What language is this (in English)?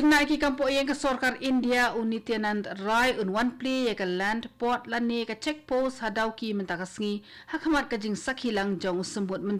Khasi